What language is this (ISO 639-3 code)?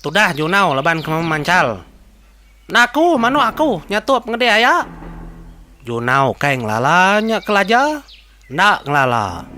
iba